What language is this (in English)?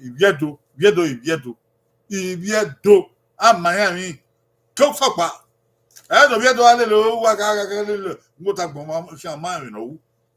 Bini